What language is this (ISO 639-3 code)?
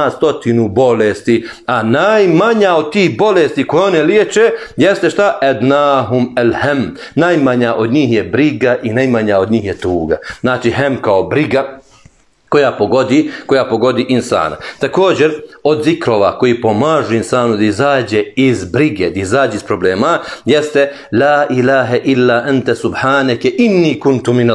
bos